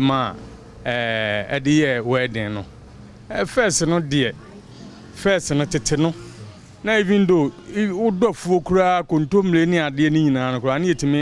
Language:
Akan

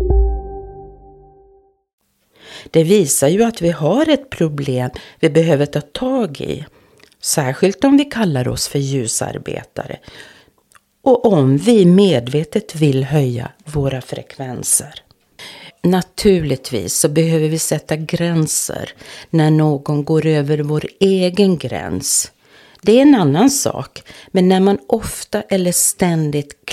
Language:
Swedish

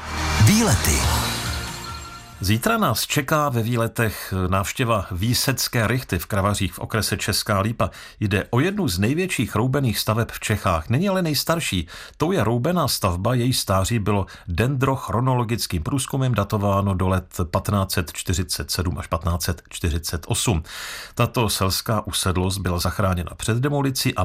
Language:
Czech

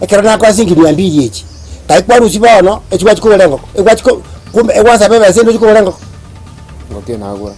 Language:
Gusii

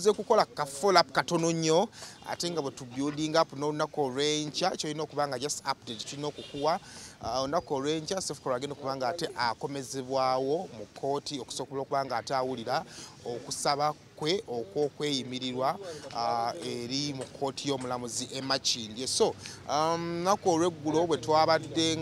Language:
Ganda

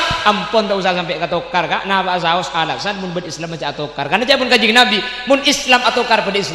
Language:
Madurese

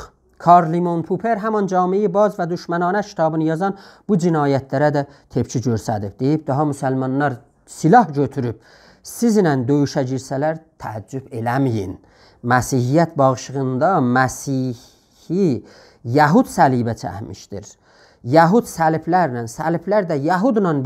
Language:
South Azerbaijani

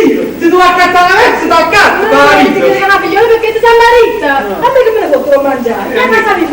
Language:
Neapolitan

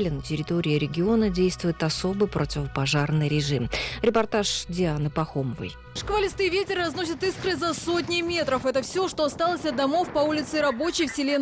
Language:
Russian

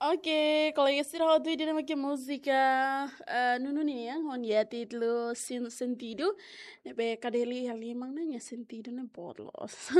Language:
Tetum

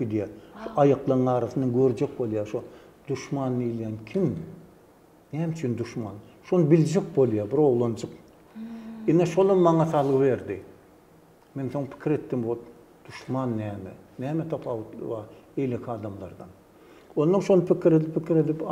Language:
Turkmen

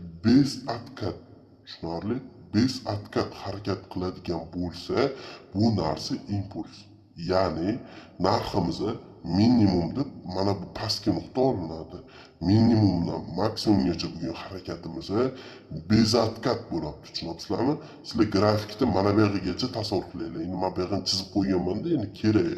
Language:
Uzbek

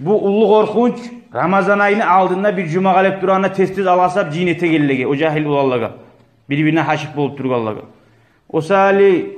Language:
Kumyk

